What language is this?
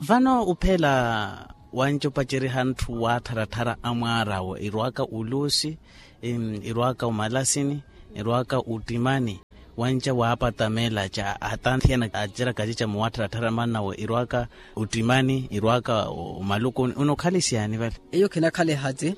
Makhuwa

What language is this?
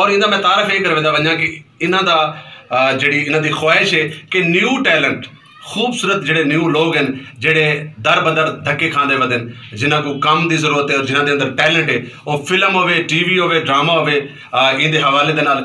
Saraiki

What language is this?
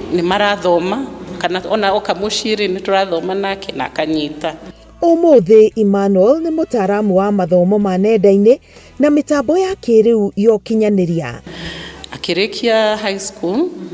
Kikuyu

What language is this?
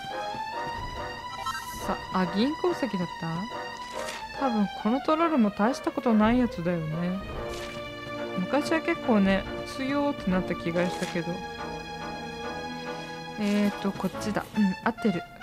Japanese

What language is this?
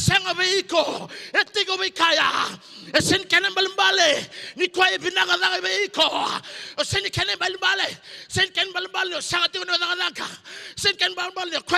Fijian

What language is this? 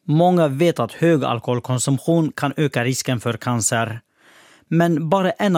Swedish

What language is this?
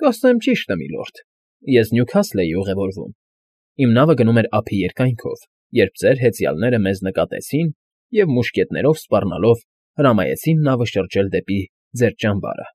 Armenian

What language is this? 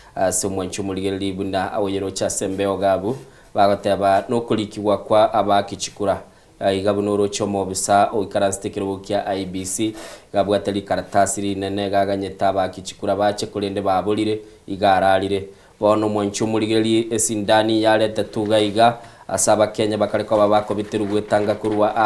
Gusii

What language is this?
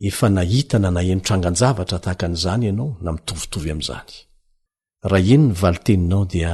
Malagasy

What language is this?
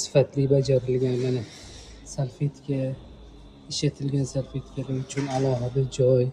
Uzbek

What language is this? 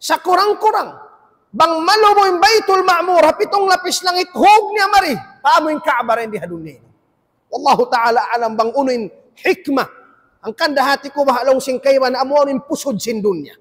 Tausug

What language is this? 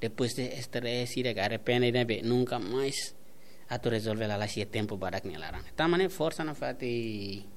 Tetum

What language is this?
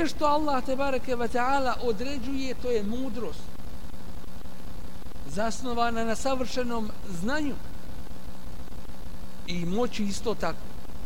Bosnian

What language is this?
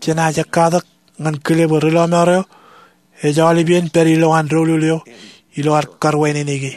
Marshallese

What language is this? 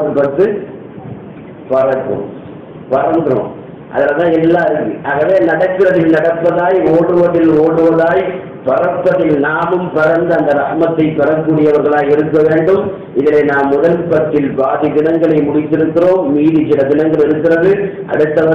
Tamil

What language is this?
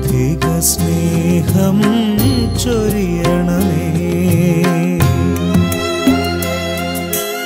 Malayalam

